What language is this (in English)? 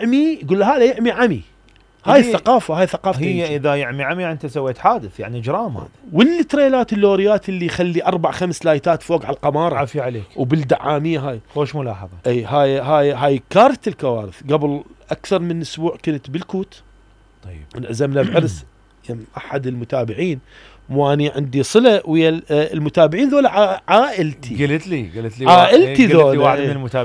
Mesopotamian Arabic